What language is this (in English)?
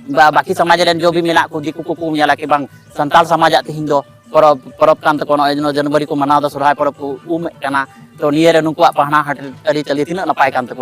Santali